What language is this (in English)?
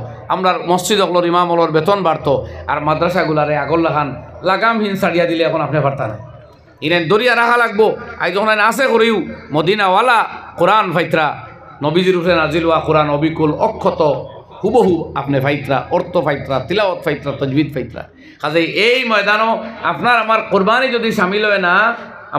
Sylheti